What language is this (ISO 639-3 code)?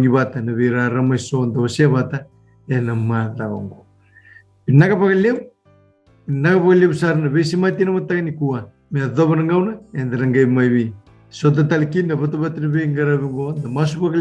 fij